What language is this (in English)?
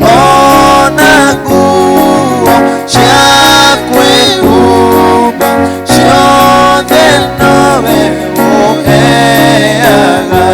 Kikuyu